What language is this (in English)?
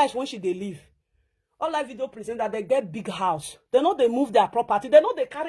Nigerian Pidgin